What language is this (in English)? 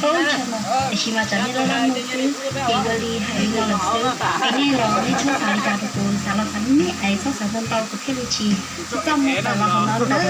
Hmong